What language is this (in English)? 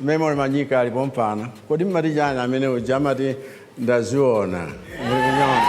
Nyanja